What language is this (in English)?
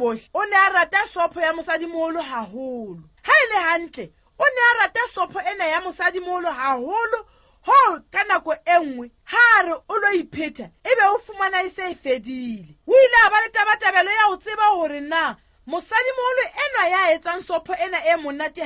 Southern Sotho